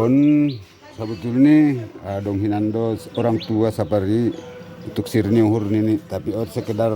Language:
Batak Simalungun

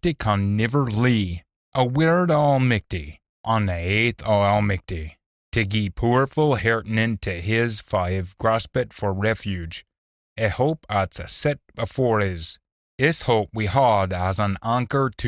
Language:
Scots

